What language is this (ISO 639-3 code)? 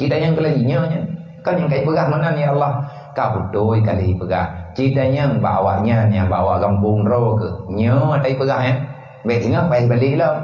ace